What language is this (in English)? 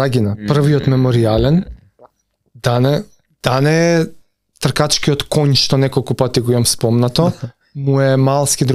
Macedonian